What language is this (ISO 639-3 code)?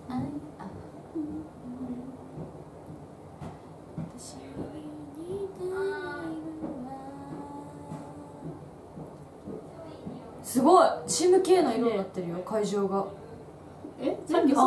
jpn